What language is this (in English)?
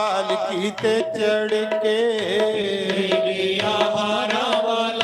Dogri